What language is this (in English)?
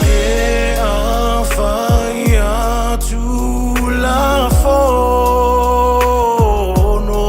Samoan